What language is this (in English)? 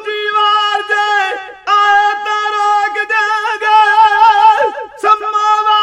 Punjabi